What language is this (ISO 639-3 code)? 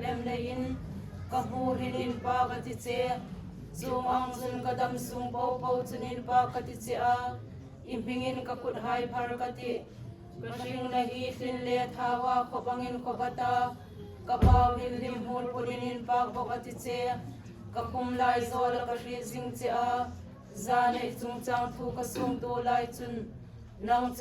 hmr